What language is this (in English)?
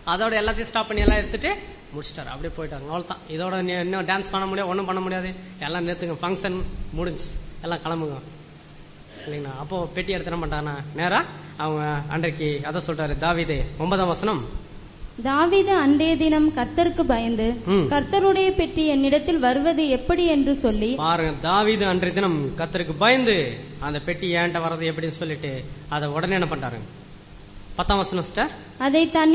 Tamil